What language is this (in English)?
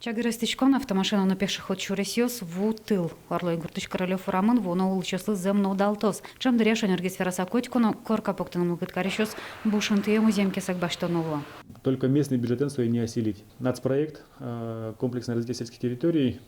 Udmurt